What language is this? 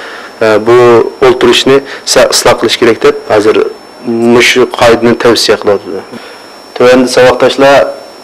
Uyghur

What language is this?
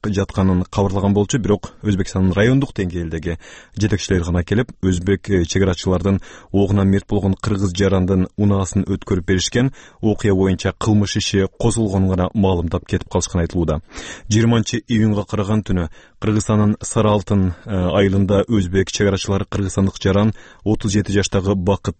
Kyrgyz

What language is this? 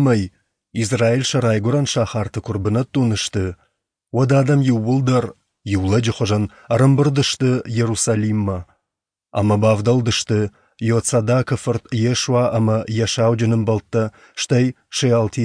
Ossetic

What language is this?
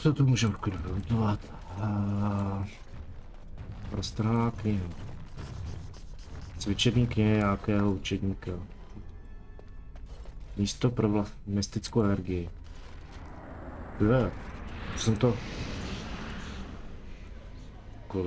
Czech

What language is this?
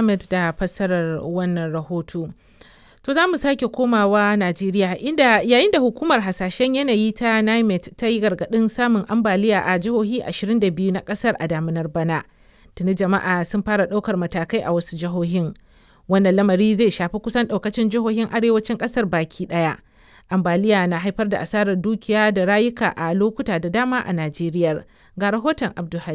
Hausa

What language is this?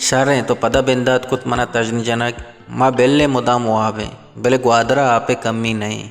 Baluchi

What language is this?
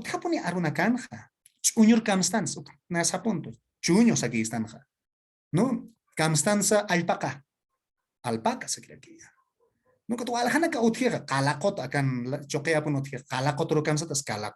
Aymara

